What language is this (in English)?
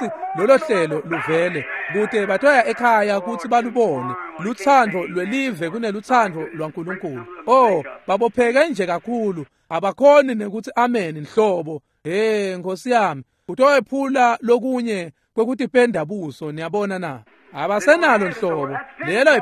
Swati